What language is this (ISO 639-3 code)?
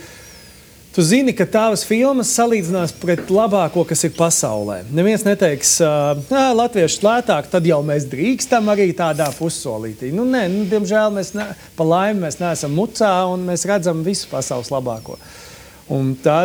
lav